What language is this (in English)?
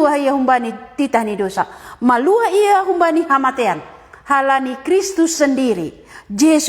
Batak Simalungun